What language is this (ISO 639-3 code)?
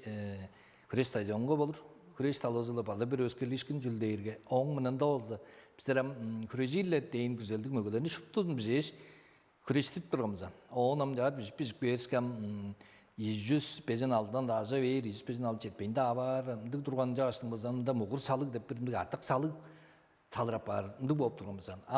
tyv